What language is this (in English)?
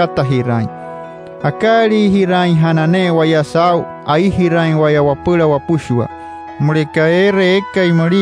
Wayuu